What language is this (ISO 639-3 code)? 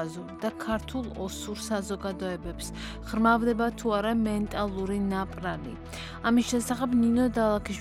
kat